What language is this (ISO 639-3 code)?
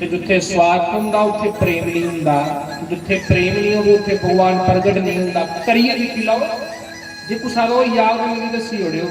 doi